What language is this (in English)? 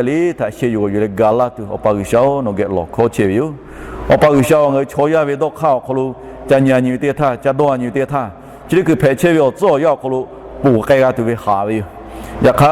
Lahu